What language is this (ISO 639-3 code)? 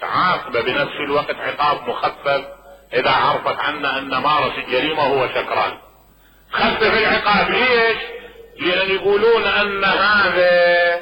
acm